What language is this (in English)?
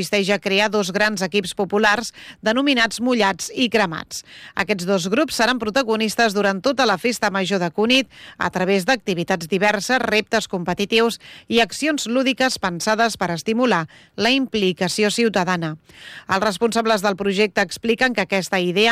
Catalan